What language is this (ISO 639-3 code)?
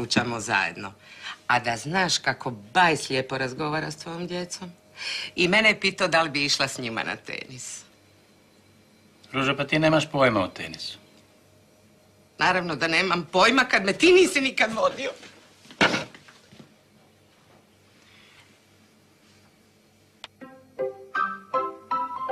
hrv